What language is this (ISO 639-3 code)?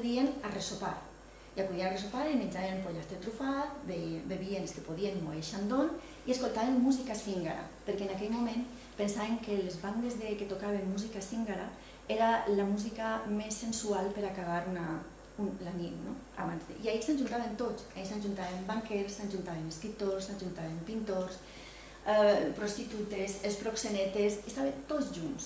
cat